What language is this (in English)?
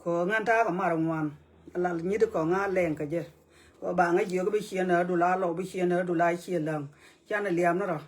Nuer